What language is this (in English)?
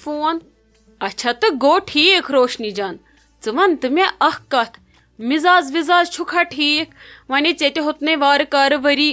Kashmiri